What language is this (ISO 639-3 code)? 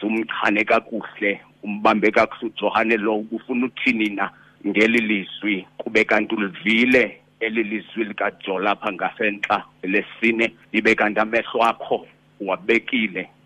xho